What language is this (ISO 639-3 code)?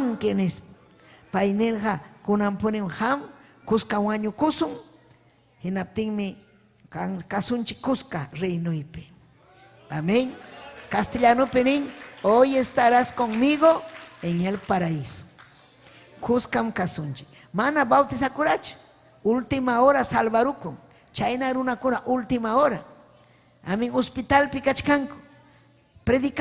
quy